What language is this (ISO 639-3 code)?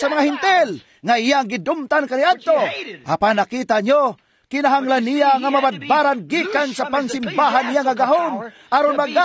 ceb